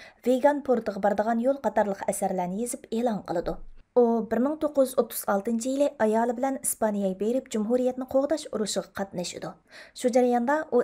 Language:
Uyghur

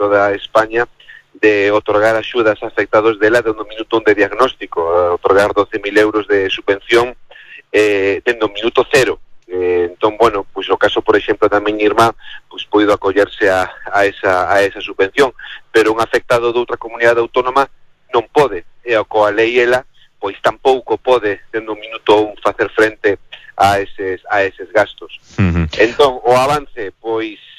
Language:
Galician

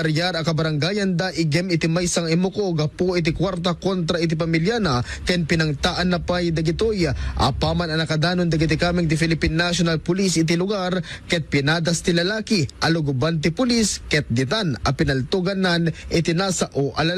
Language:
Iloko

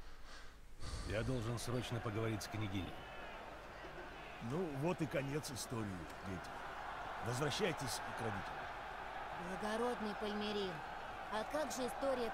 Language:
Russian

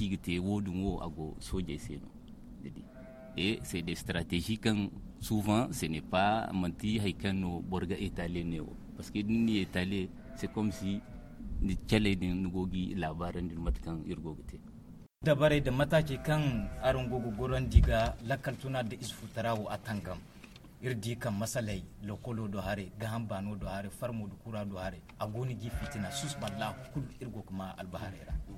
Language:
Zarma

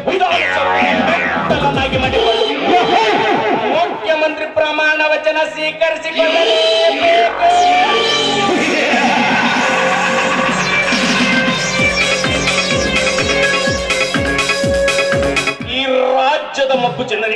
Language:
Kannada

